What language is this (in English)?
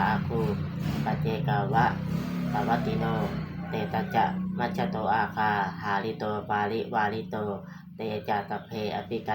Pali